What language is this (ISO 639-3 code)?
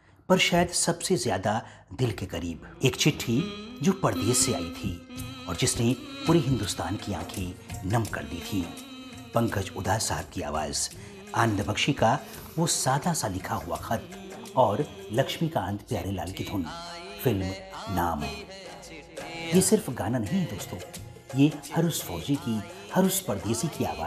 hin